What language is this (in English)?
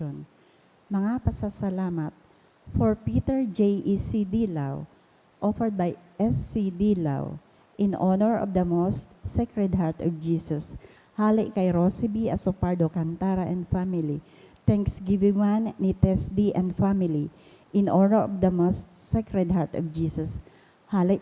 Bikol